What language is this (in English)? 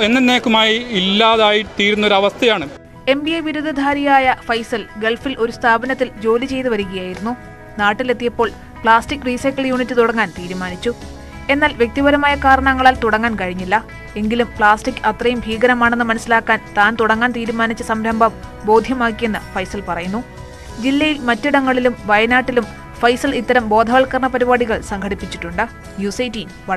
Malayalam